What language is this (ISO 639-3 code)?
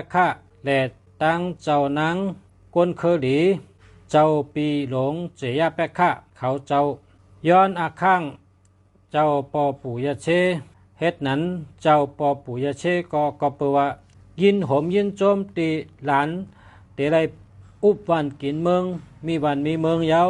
shn